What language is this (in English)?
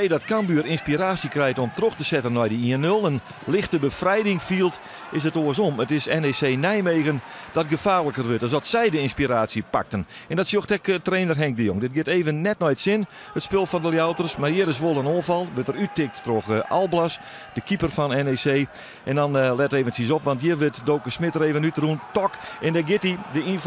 Western Frisian